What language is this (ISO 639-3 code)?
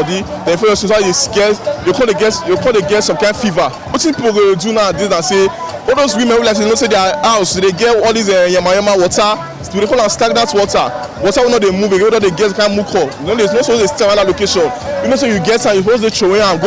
pcm